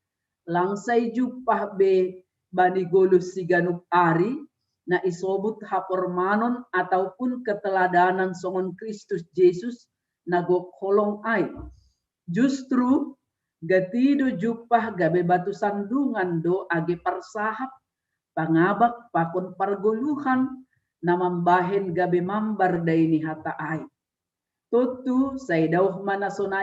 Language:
Batak Simalungun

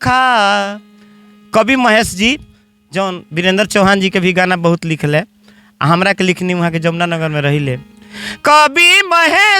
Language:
Bhojpuri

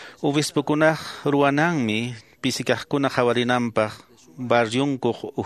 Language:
Quechua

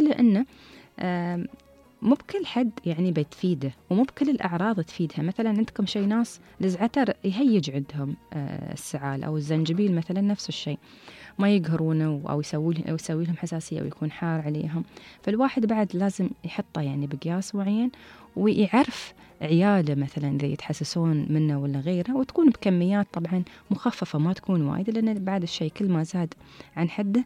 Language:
Gulf Arabic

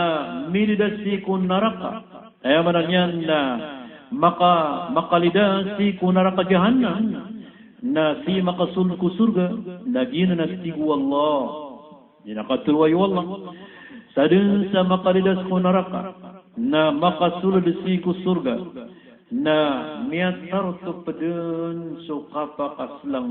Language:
Maranao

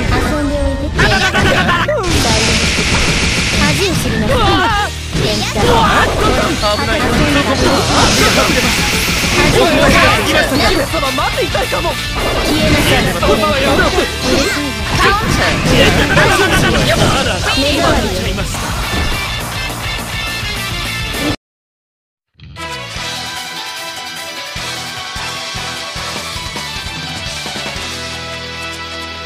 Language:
Japanese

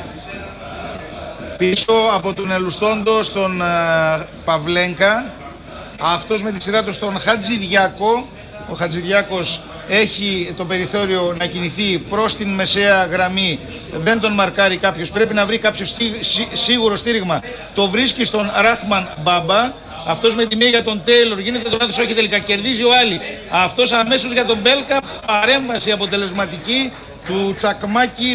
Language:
Greek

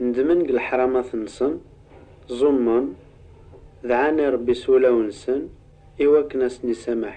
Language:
Kabyle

